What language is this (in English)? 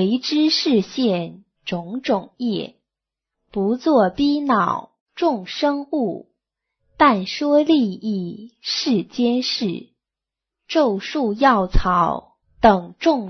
Chinese